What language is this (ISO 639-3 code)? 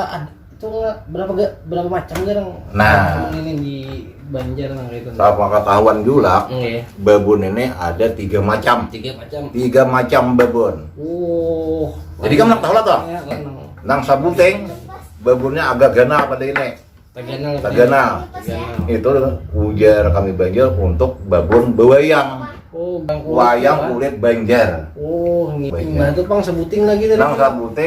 bjn